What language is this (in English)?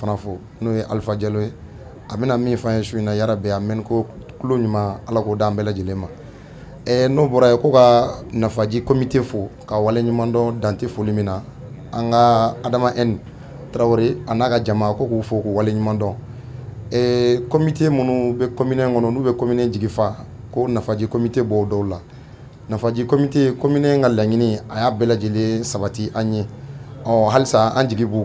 Bambara